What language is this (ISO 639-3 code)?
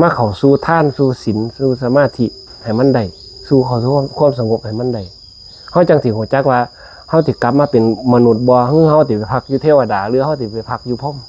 lao